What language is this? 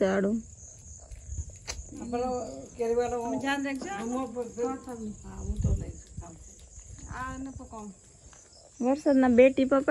Gujarati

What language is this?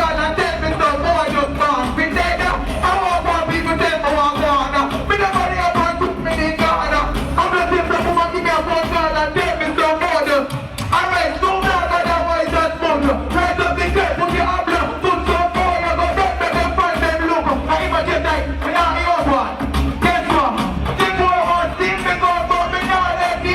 Jamaican Creole English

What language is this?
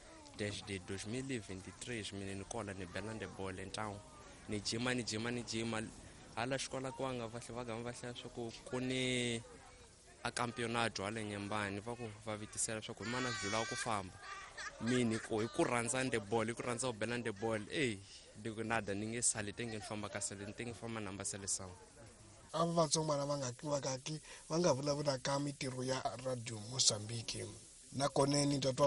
Tsonga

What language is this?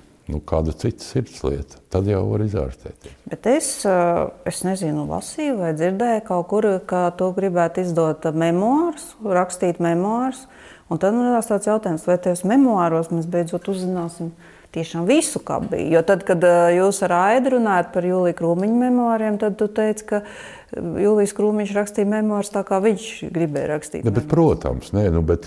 Latvian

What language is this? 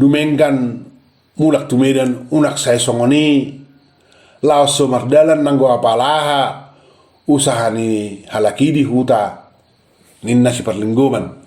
Batak Toba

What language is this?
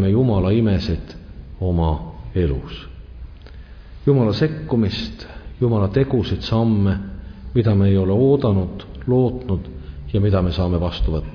Estonian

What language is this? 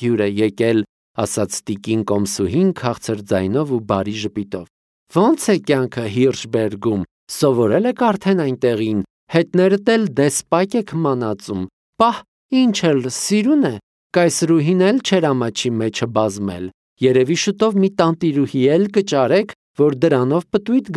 Armenian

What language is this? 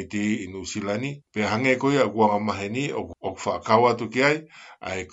Tongan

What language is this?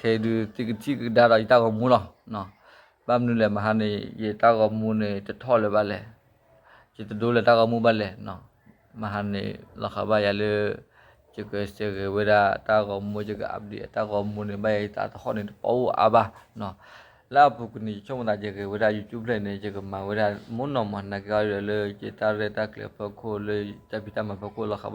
S'gaw Karen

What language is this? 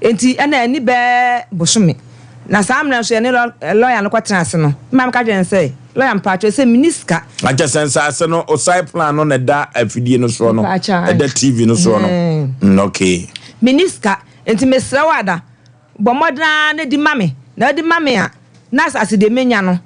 Akan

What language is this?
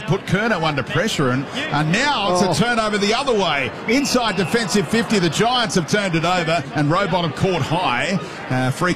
English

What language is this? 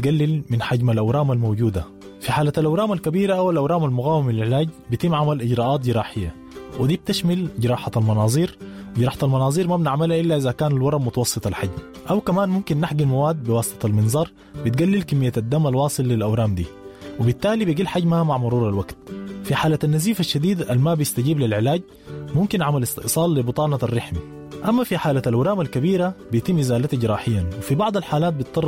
Sudanese Arabic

